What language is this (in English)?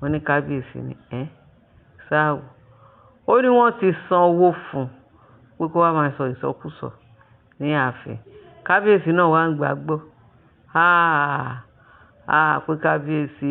Yoruba